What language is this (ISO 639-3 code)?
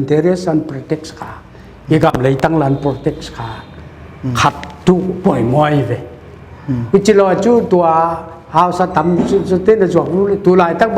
pck